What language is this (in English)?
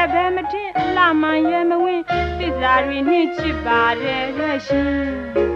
Burmese